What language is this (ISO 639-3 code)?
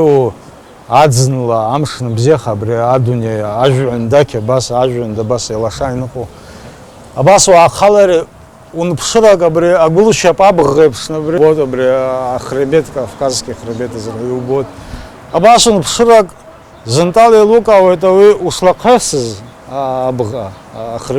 abk